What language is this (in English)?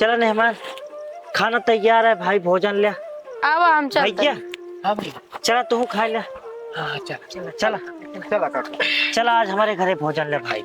Awadhi